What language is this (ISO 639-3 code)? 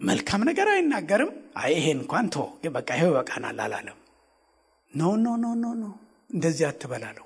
amh